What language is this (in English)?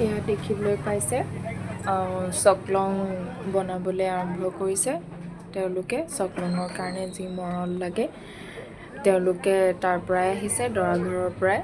Assamese